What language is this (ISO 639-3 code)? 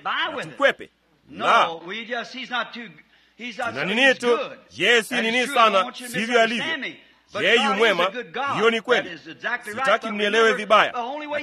swa